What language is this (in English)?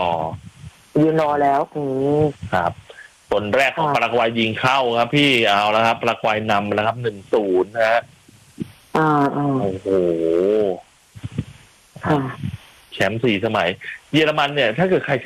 Thai